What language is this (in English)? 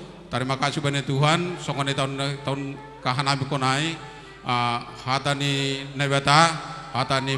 Batak Simalungun